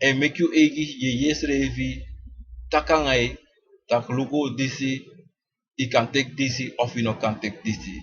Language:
Sranan Tongo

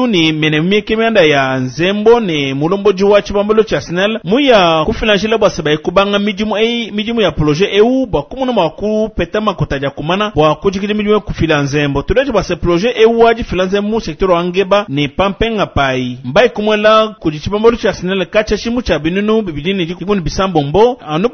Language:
Luba-Lulua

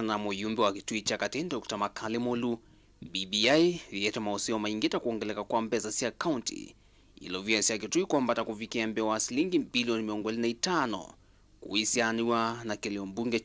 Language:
Kamba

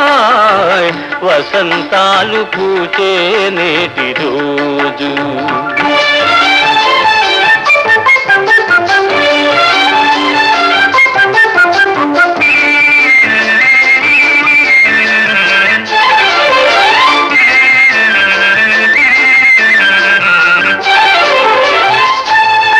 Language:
Telugu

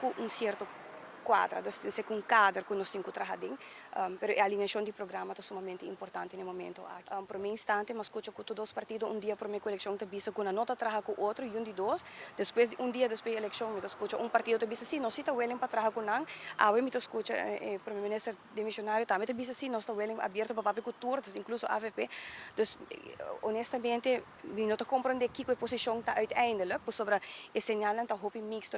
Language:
Papiamento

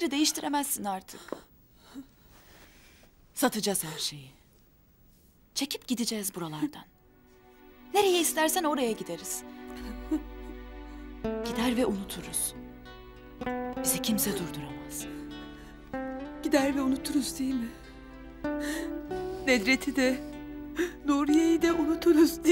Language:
Turkish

